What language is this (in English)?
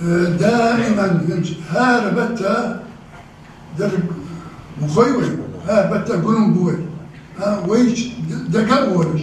Ingush